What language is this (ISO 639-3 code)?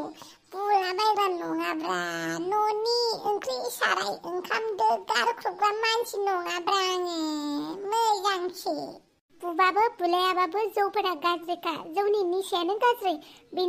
brx